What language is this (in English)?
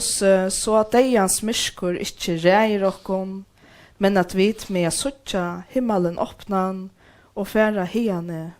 Faroese